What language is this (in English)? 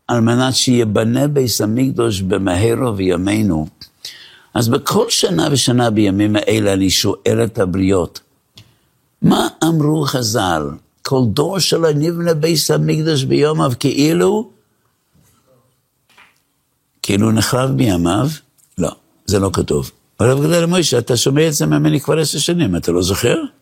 Hebrew